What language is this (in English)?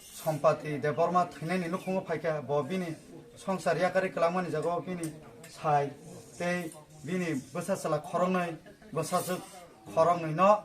Kok Borok